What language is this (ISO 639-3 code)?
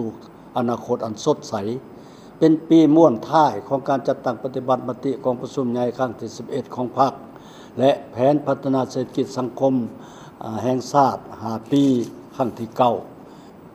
lao